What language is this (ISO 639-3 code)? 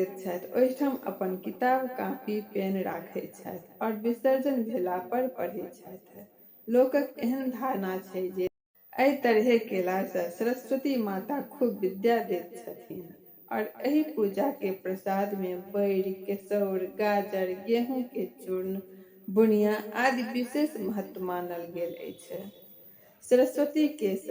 mai